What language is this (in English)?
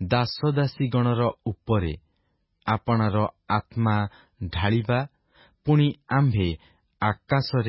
Odia